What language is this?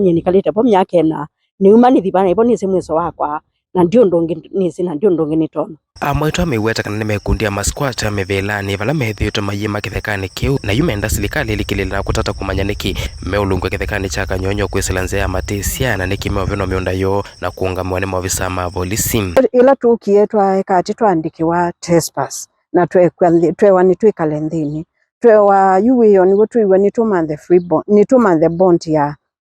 Kamba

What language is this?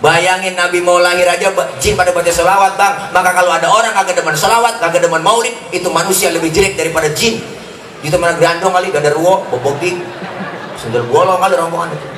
Betawi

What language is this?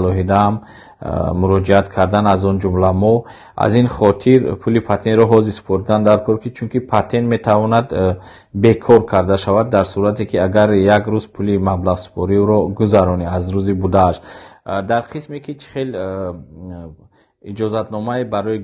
Tajik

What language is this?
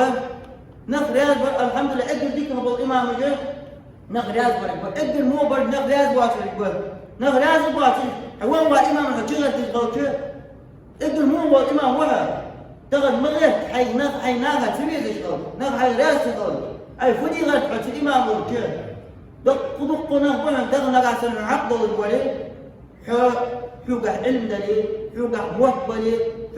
Ingush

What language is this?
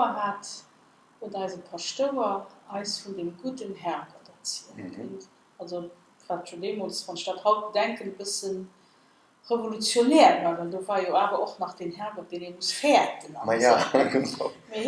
Luxembourgish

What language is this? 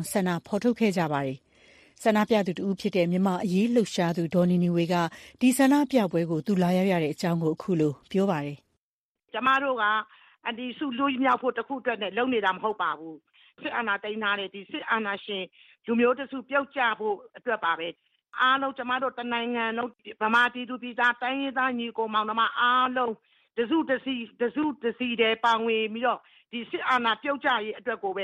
Burmese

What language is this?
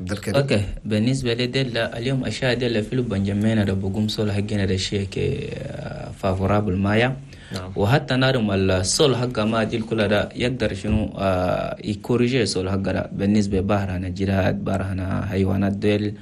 Chadian Arabic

